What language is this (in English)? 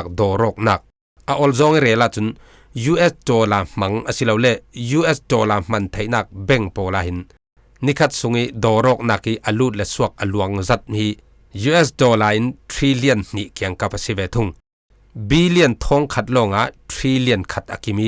Falam Chin